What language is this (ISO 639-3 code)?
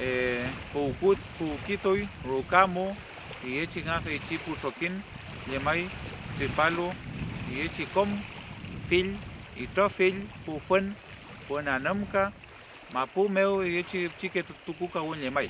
arn